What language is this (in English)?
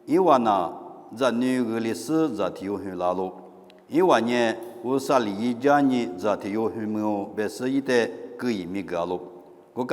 Lisu